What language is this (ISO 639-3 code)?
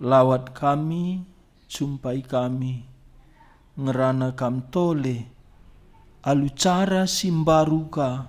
btx